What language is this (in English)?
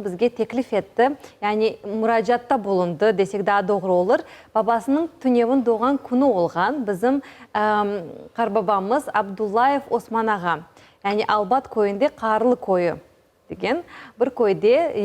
Crimean Tatar